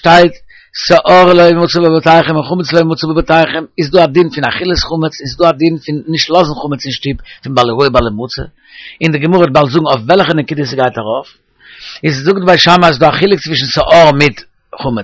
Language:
Yiddish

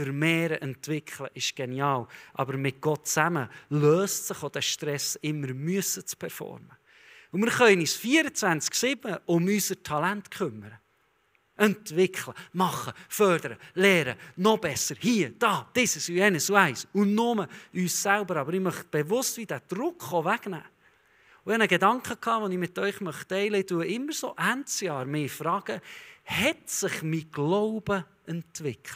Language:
Swiss German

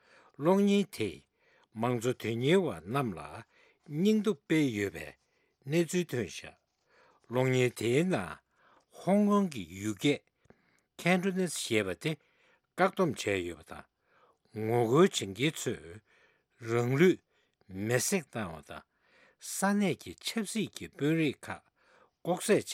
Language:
Tibetan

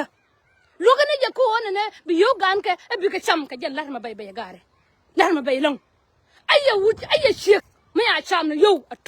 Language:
Nuer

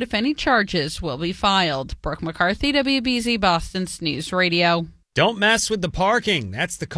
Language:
English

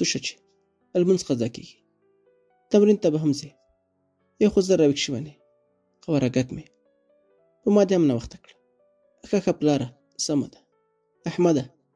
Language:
Pashto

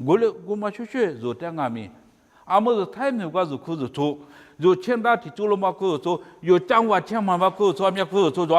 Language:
Lisu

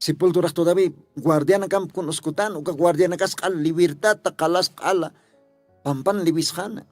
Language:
Aymara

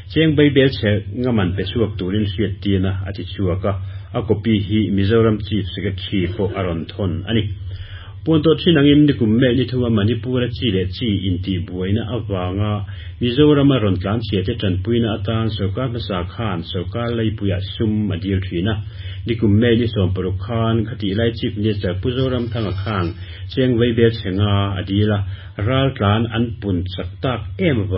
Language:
Mizo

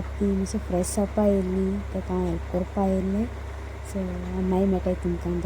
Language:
Konkani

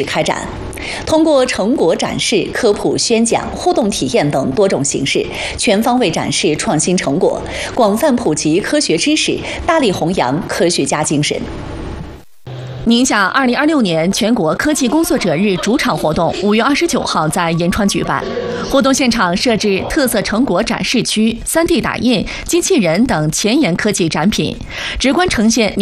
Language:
Chinese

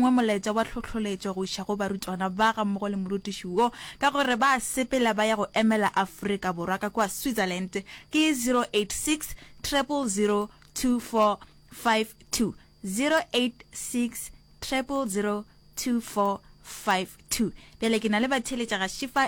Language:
Northern Sotho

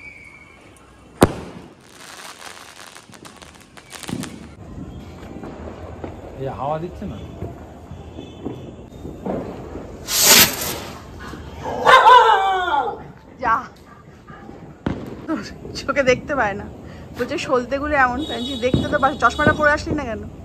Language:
Bangla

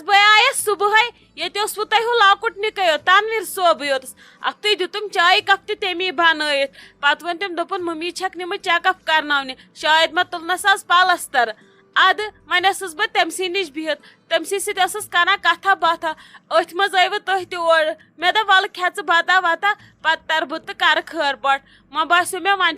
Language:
Kashmiri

